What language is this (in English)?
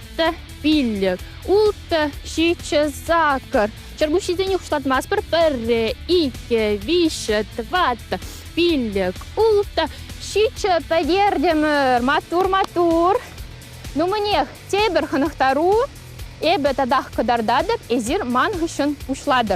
Chuvash